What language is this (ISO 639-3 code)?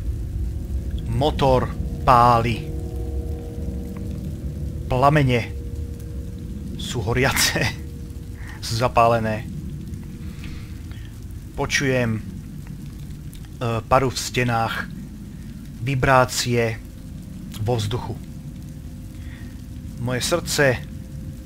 slk